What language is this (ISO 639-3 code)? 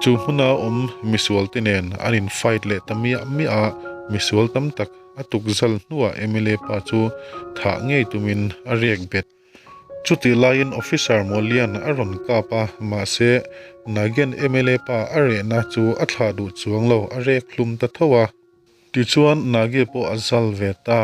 lus